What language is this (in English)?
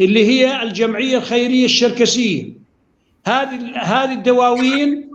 North Levantine Arabic